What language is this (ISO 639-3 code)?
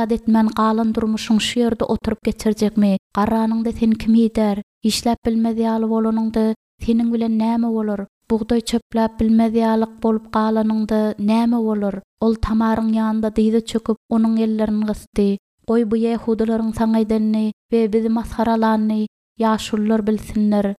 tuk